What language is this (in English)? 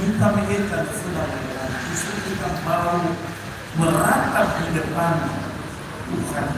Nias